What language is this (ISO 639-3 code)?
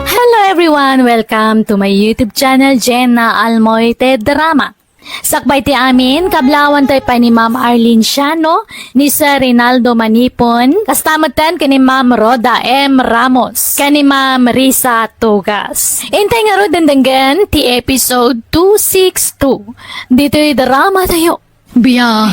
ilo